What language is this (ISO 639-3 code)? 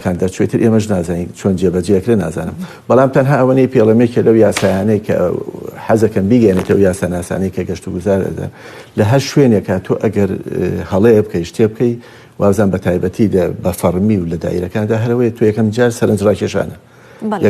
ckb